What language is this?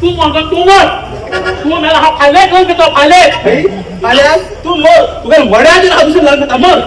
Konkani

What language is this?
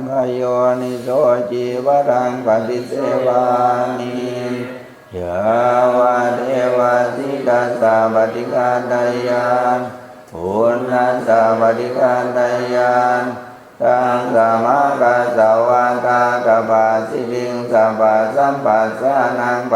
Pali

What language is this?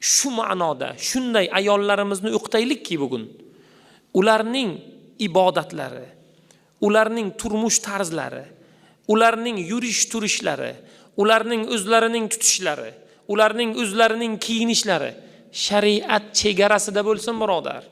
Uzbek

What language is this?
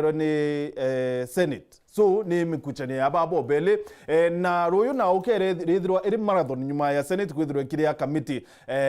Meru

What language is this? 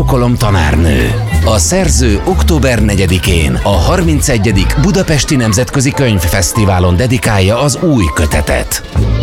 Hungarian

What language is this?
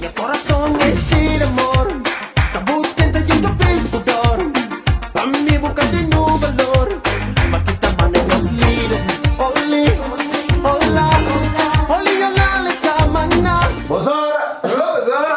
Kabuverdianu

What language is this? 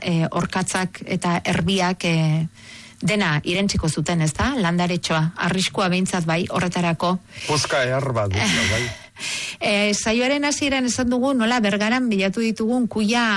Basque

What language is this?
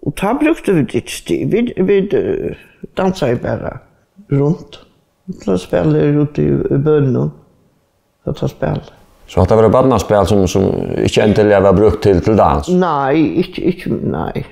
Faroese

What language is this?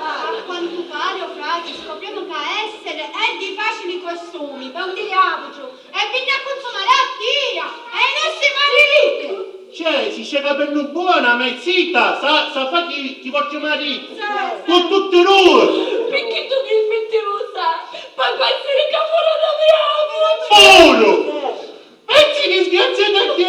Sicilian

